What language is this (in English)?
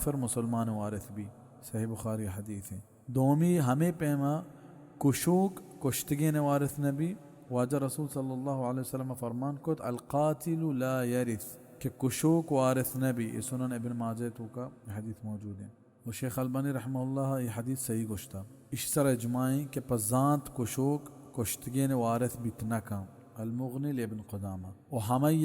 Baluchi